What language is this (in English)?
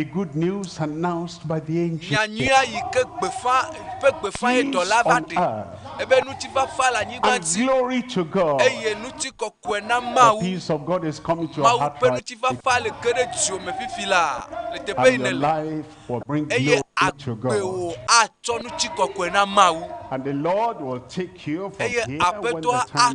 Ewe